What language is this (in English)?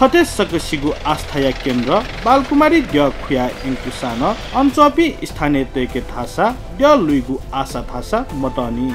Newari